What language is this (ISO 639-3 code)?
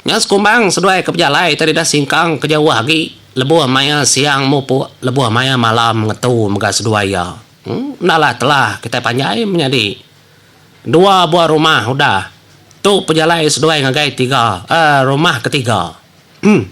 iba